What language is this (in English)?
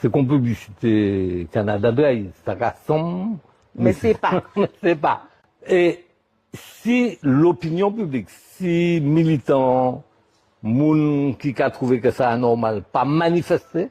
Guadeloupean Creole French